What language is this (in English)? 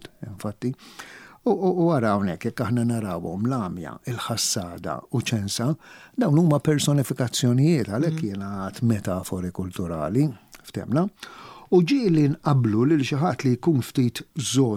Maltese